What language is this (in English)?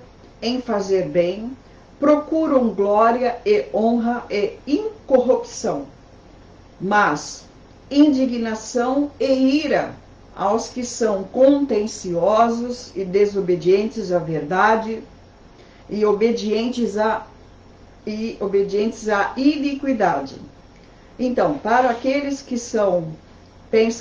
Portuguese